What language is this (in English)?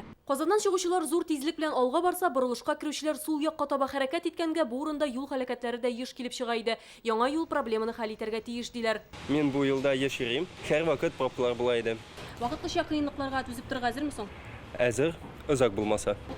Tatar